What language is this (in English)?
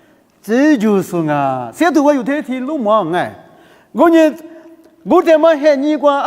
Lisu